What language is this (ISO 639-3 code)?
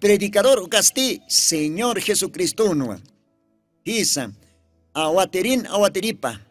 aym